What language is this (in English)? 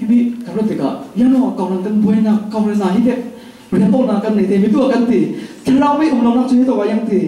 Falam Chin